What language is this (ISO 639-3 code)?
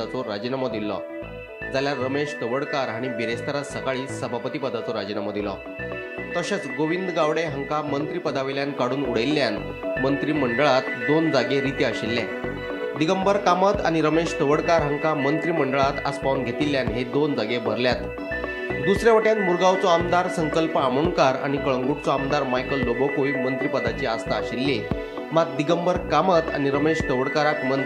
kok